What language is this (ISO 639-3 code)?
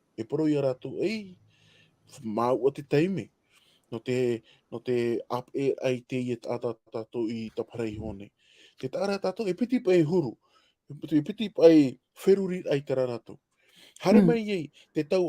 tah